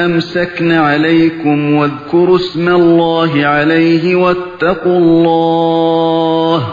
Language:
Uyghur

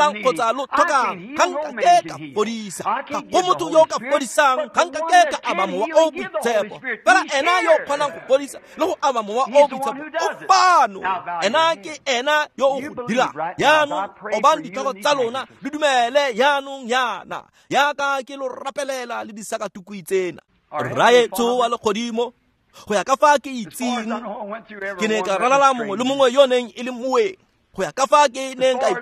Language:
Tswana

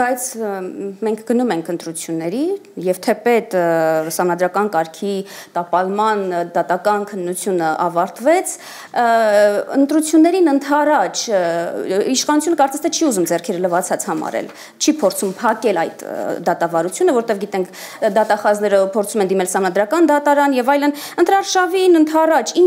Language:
Armenian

